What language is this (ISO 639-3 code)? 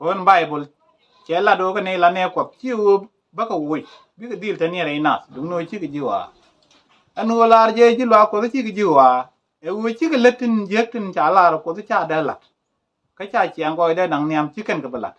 nus